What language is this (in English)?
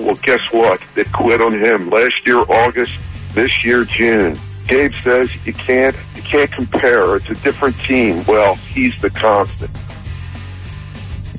English